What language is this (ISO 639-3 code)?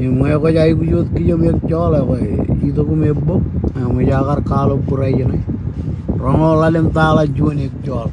mah